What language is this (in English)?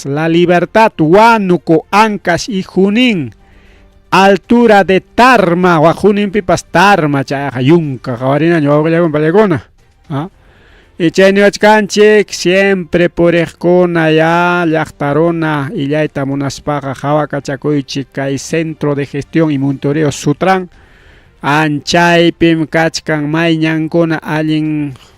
Ayacucho Quechua